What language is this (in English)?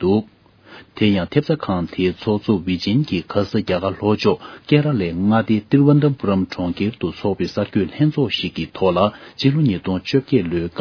Tibetan